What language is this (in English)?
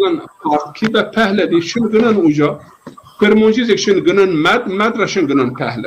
Zaza